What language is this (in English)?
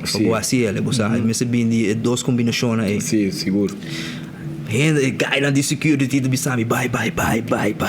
Papiamento